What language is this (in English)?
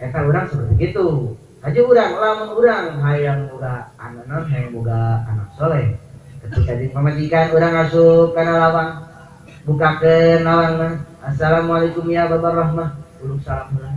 Sundanese